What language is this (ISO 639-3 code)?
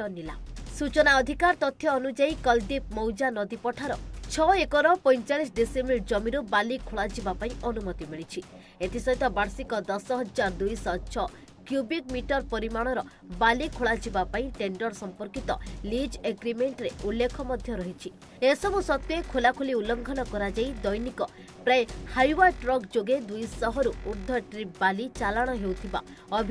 ori